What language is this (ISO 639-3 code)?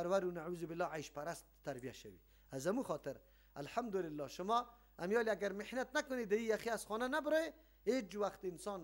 fas